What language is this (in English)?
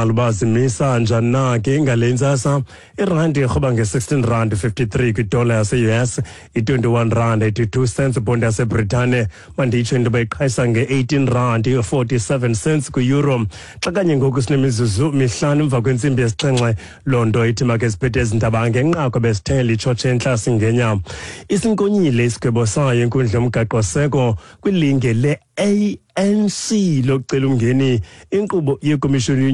Xhosa